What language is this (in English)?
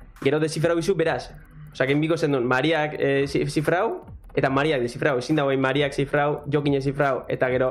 Basque